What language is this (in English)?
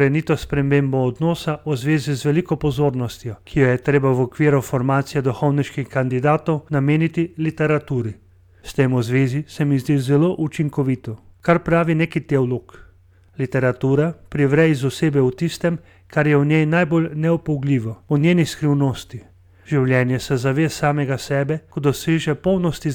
Slovenian